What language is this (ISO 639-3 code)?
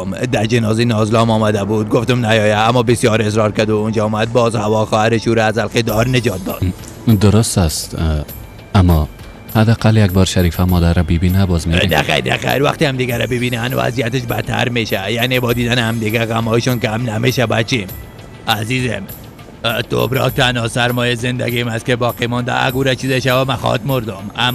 fas